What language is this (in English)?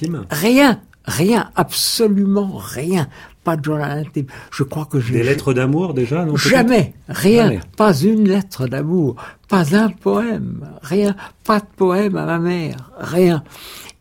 French